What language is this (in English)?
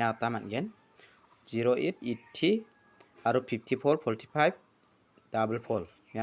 Garo